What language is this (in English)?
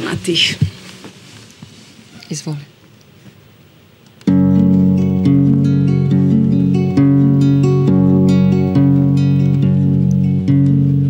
Croatian